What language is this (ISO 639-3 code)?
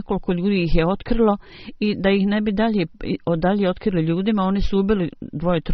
bos